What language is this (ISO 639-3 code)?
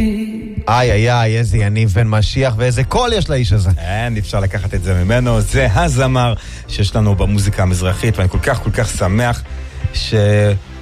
heb